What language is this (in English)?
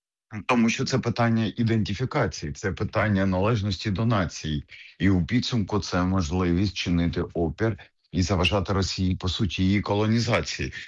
Ukrainian